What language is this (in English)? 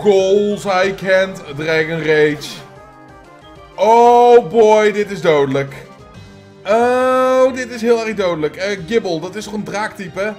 Dutch